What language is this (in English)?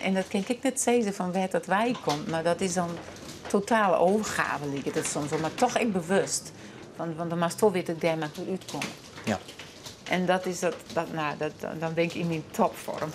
Western Frisian